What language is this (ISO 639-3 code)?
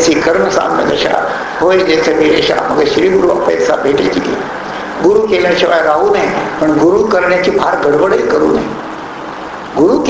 mar